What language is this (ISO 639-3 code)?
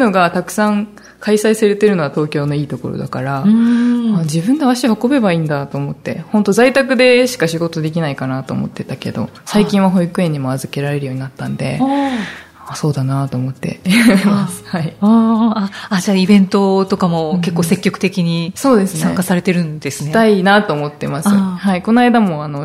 jpn